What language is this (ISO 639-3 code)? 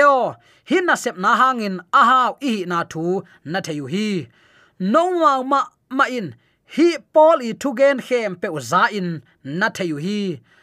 ctd